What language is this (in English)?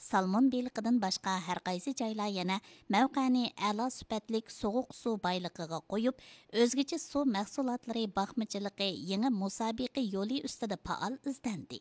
Uyghur